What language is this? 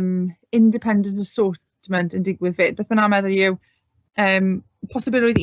Welsh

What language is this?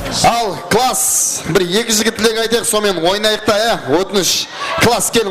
Kara-Kalpak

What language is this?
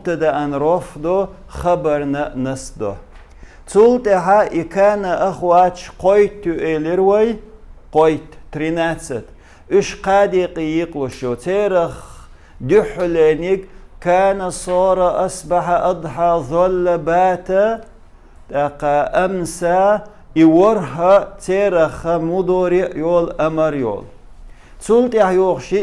Chechen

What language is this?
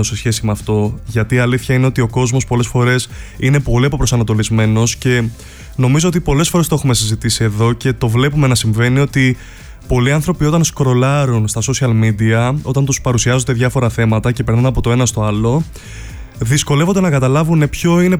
Greek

